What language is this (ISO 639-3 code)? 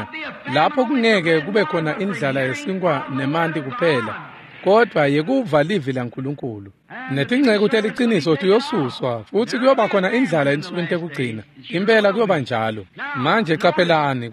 ssw